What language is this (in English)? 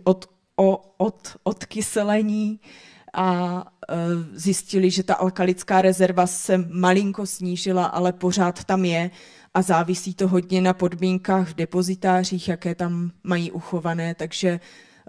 Czech